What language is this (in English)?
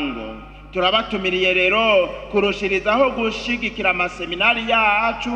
Rundi